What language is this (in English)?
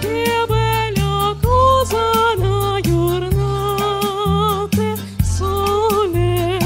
Crimean Tatar